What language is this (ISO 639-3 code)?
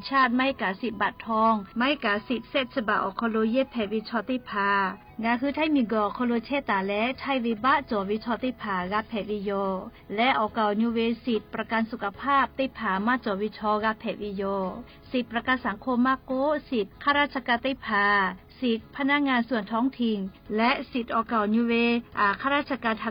lhu